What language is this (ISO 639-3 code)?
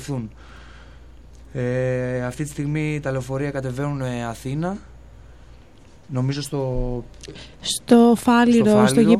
ell